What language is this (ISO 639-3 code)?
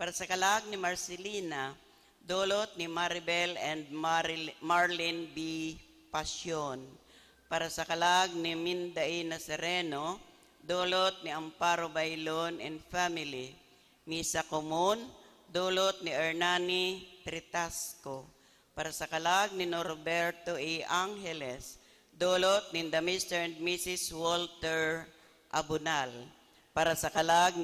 bik